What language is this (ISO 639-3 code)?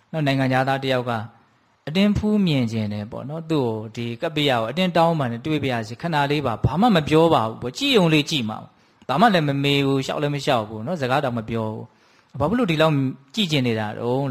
mya